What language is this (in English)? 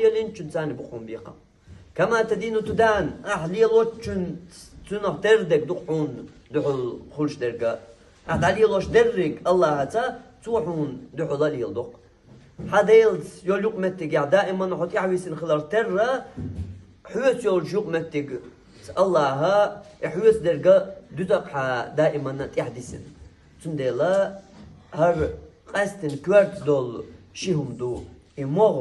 Chechen